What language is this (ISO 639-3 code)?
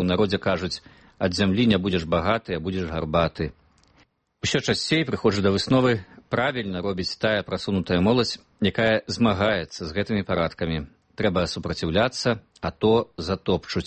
bel